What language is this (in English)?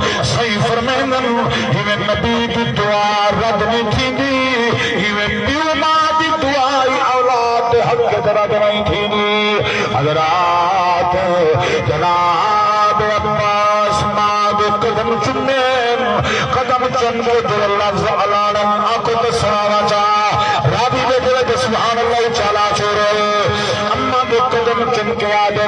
Saraiki